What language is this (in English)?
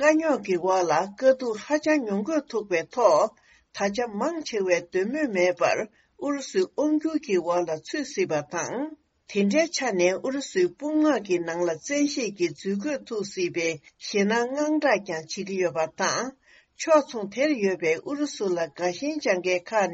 Tibetan